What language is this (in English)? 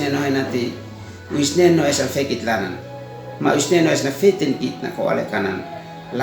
Uab Meto